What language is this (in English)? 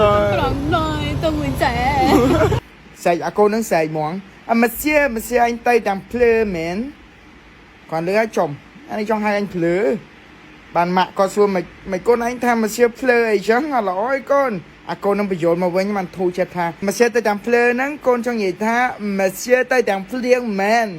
Khmer